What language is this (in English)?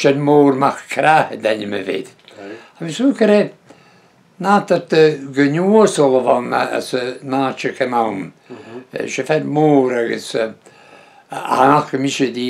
Breton